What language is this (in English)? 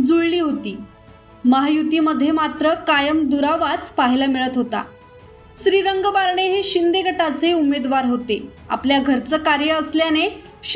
Marathi